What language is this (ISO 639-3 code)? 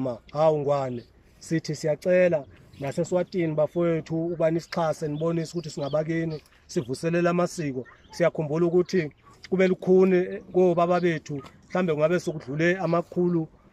zul